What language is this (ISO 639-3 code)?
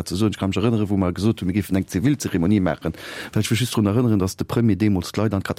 ltz